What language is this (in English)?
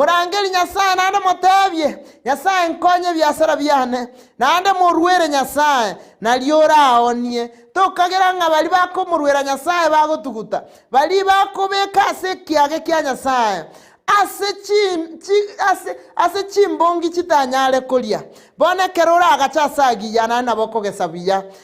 Gusii